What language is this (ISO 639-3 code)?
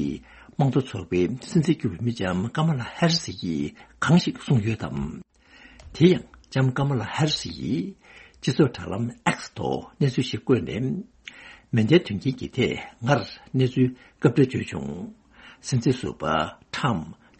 bod